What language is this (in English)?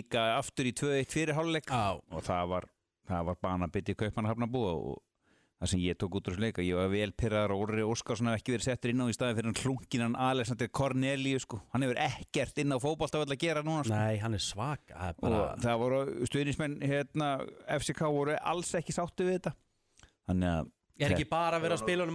Icelandic